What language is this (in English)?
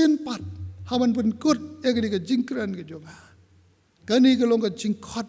Khasi